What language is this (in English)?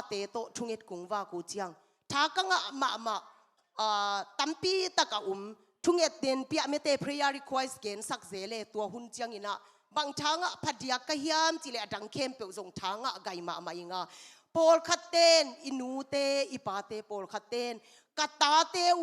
Tedim Chin